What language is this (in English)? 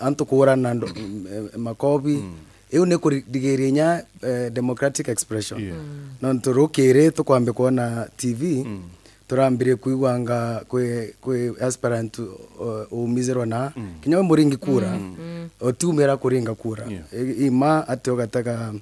Meru